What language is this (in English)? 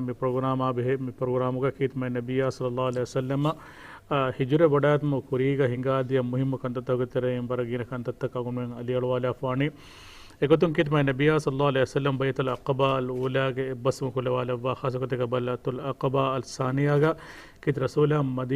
Divehi